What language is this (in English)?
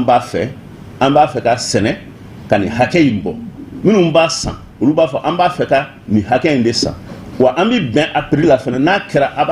Bambara